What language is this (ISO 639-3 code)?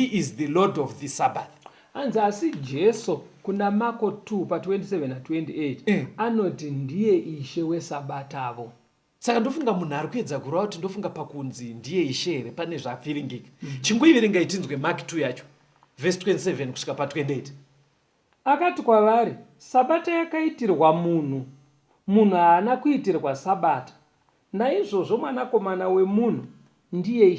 sna